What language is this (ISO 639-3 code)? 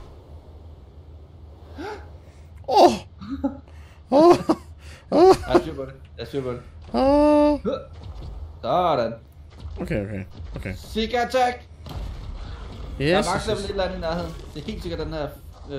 dan